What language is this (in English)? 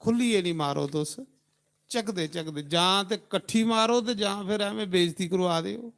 Dogri